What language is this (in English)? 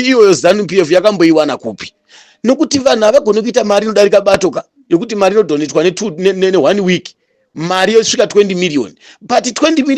Shona